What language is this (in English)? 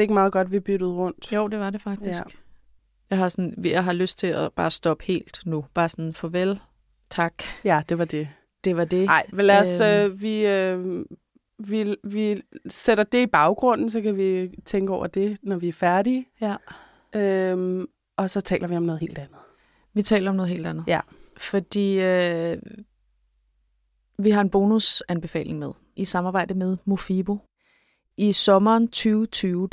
Danish